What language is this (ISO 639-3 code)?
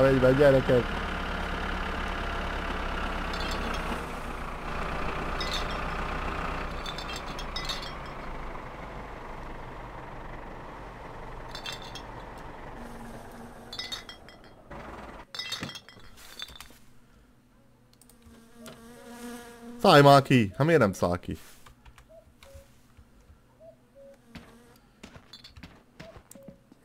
hun